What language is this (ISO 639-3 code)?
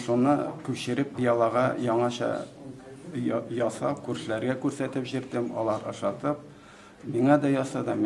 tat